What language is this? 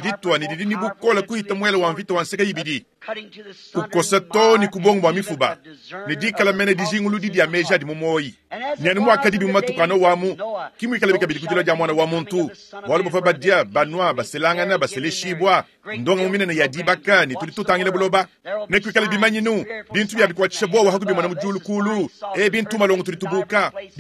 Luba-Lulua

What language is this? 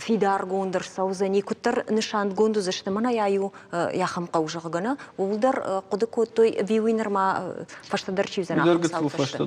Ossetic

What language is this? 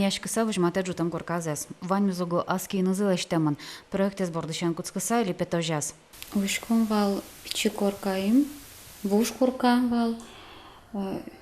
Udmurt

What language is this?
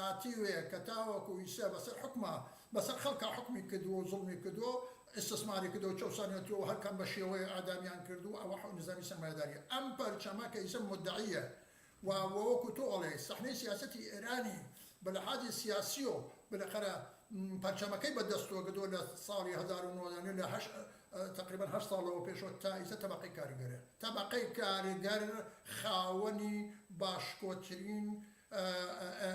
Central Kurdish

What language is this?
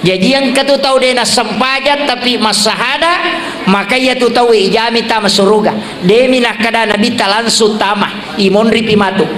Buginese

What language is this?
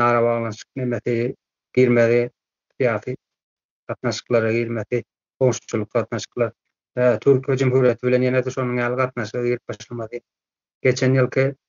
Turkmen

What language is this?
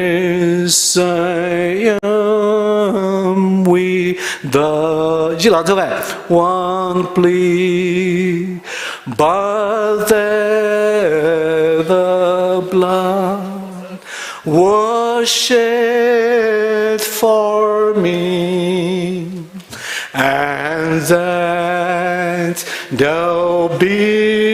Poumei Naga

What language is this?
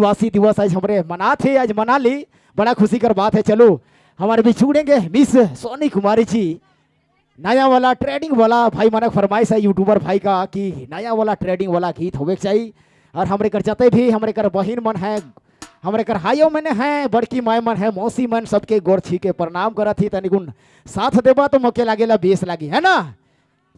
Sadri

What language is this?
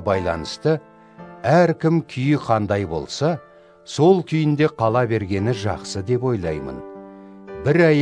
Kazakh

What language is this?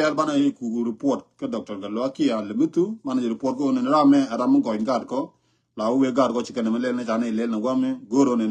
Nuer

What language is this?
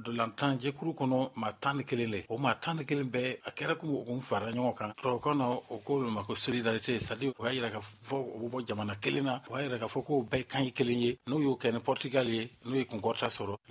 Bambara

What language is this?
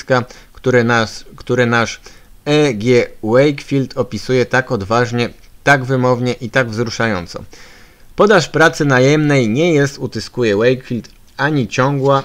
Polish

